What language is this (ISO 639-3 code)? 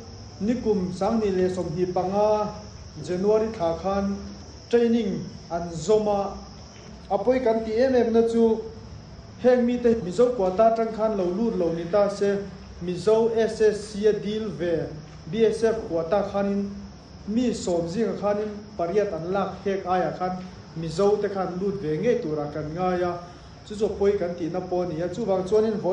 lus